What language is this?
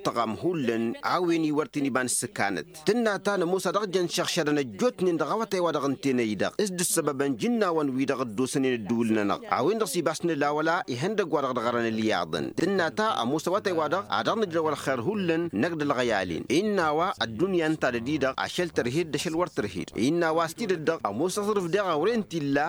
Tamasheq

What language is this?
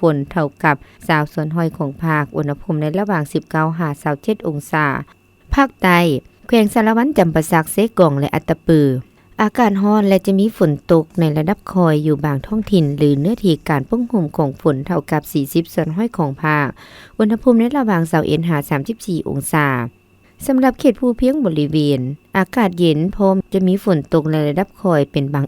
Lao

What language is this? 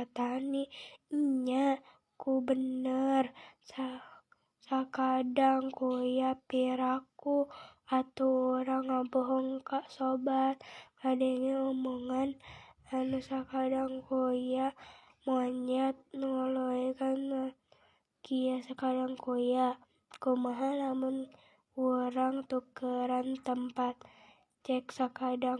Sundanese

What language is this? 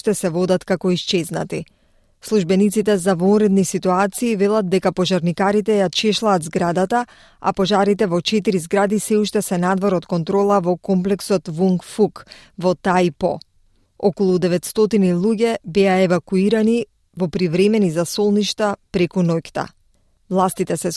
Macedonian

